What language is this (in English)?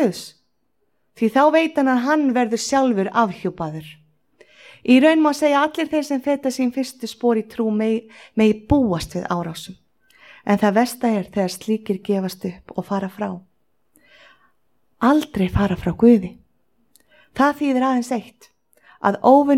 Icelandic